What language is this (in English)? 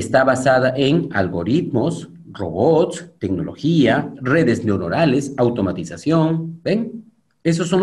Spanish